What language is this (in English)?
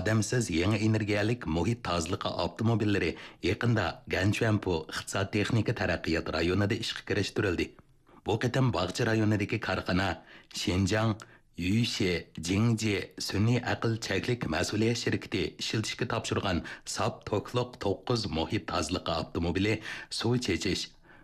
Uyghur